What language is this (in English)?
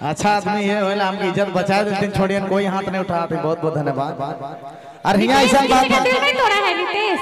Sadri